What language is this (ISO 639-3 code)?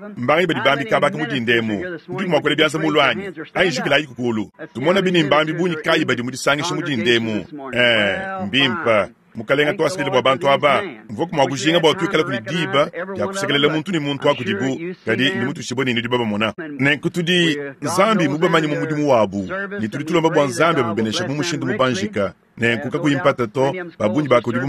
lua